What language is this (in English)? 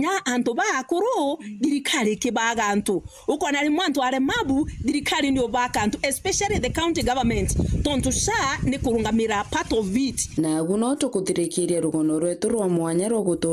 Meru